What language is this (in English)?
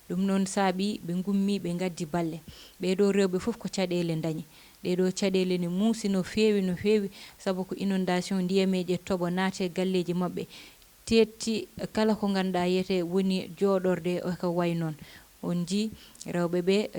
Fula